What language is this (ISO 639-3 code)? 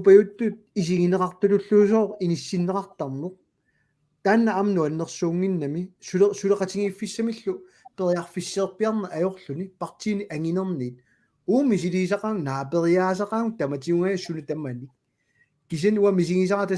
kal